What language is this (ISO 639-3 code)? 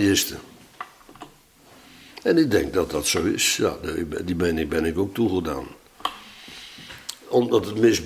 nld